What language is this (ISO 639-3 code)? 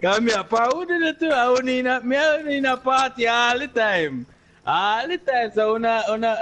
jam